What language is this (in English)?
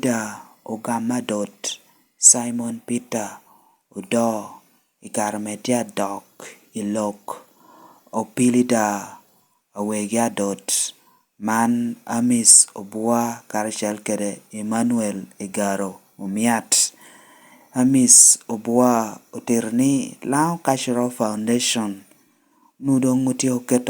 Lango (Uganda)